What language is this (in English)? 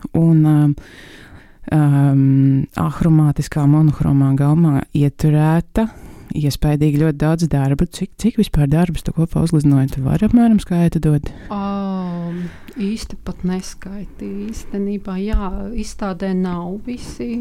Latvian